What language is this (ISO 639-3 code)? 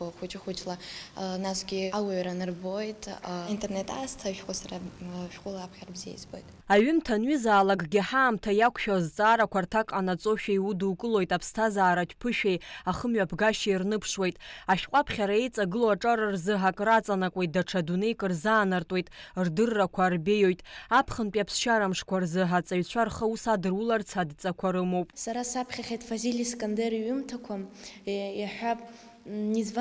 abk